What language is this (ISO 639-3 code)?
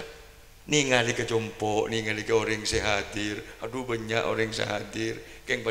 mad